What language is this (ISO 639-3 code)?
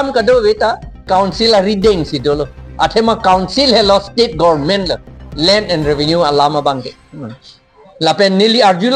mjw